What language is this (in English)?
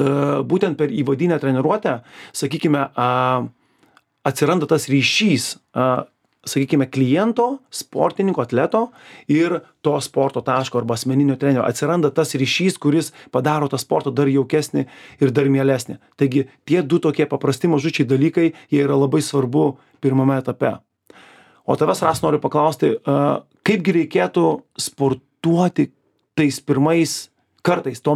Lithuanian